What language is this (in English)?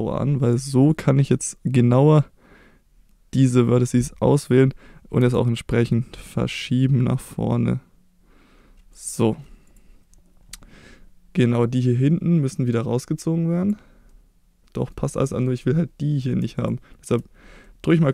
German